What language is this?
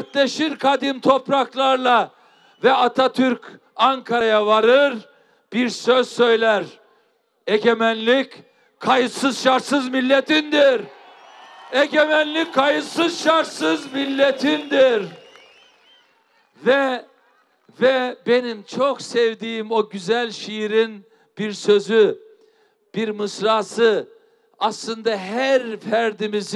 Turkish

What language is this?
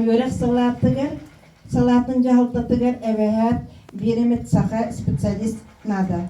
Yakut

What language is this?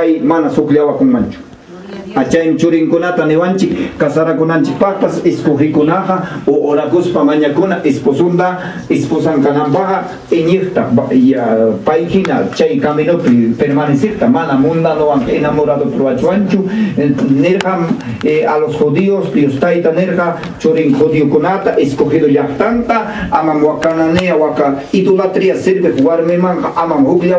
Ayacucho Quechua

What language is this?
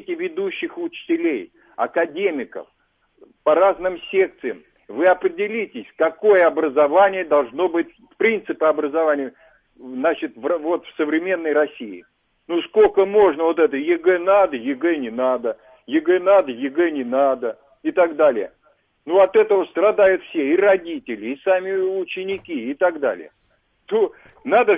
Russian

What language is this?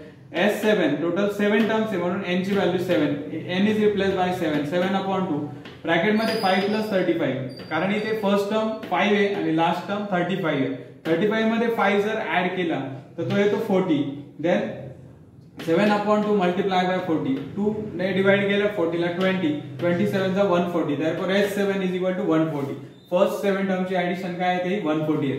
Marathi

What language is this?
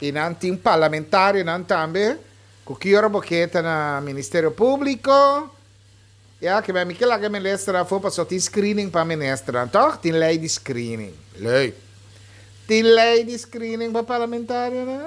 Papiamento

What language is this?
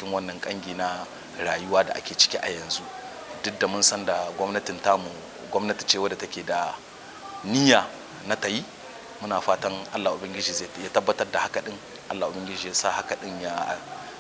Hausa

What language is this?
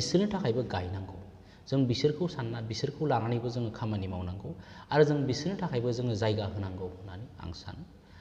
Bodo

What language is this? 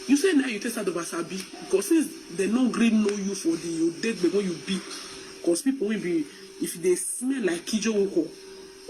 Nigerian Pidgin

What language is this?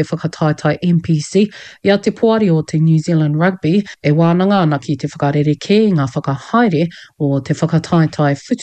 Māori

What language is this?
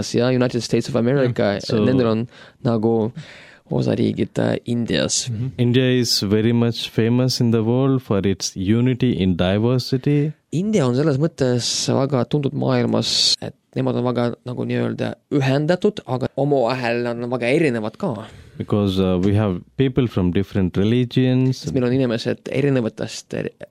Estonian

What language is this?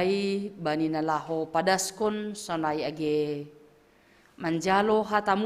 Batak Simalungun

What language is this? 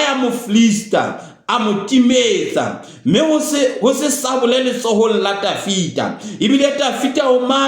Southern Sotho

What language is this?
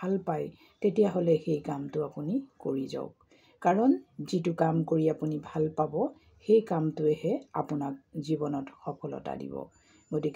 Assamese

